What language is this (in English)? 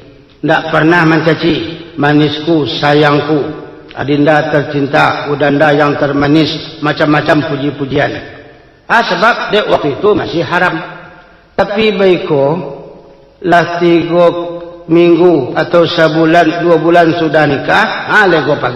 Minangkabau